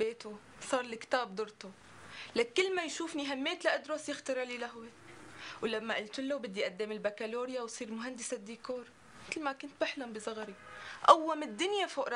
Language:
North Levantine Arabic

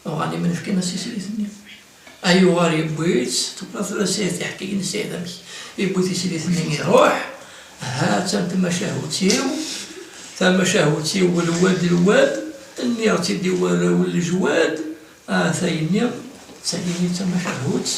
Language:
Kabyle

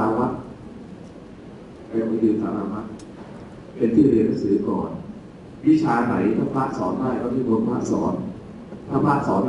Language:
Thai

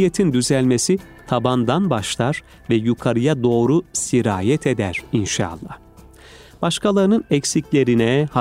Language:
Turkish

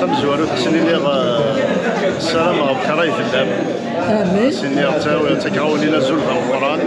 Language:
Kabyle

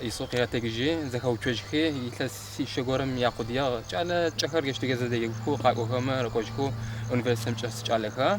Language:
Adyghe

